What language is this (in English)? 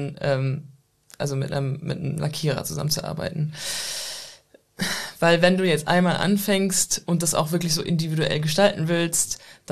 German